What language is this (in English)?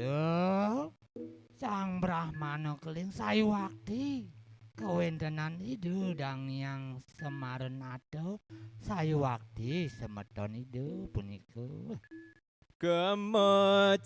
Balinese